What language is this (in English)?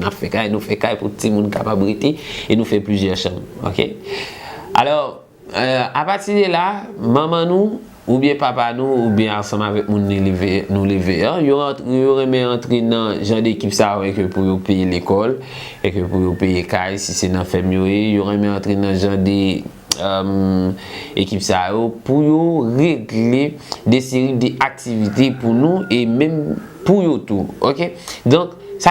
Haitian Creole